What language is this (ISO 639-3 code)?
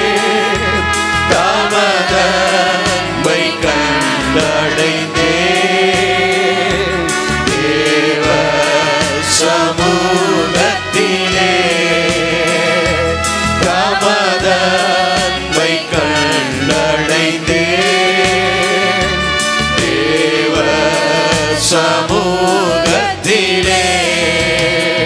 tam